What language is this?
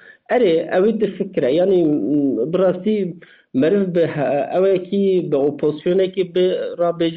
Kurdish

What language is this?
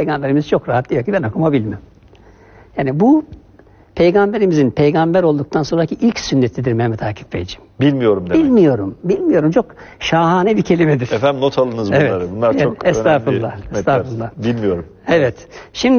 Turkish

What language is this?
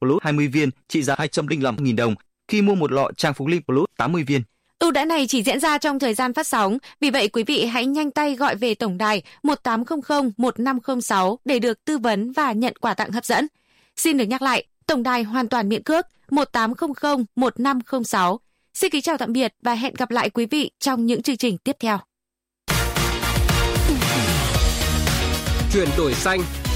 Vietnamese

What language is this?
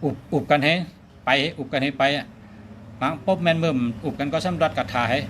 Shan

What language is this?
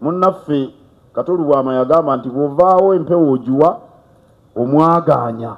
Ganda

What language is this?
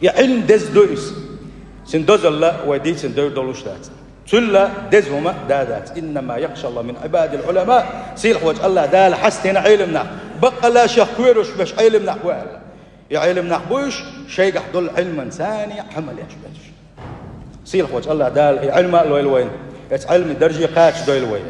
Chechen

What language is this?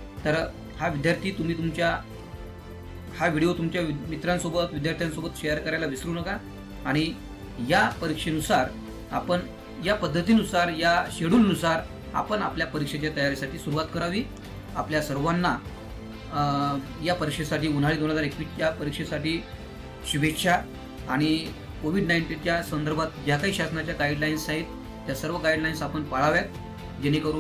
Marathi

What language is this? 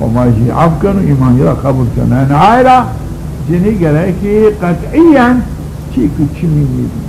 Zaza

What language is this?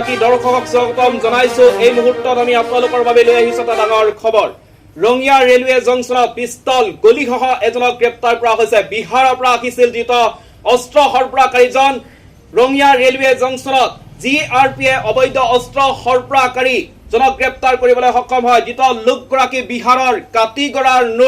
Assamese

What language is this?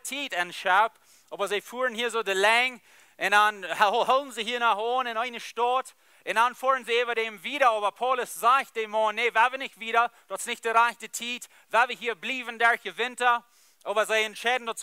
Plautdietsch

